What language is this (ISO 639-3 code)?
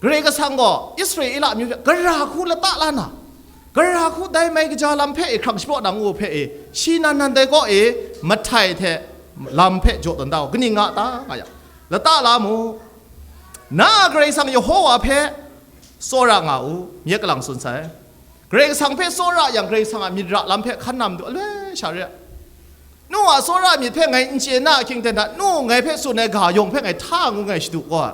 kac